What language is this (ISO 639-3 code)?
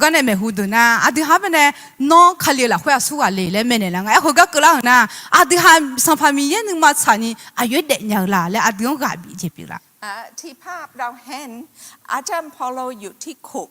ahk